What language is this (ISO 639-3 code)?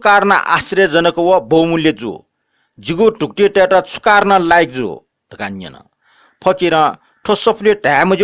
new